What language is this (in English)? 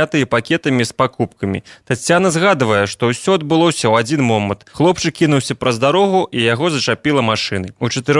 Belarusian